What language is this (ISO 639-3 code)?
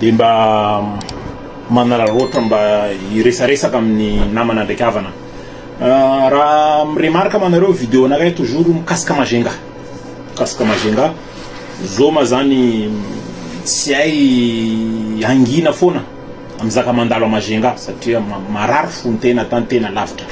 mlg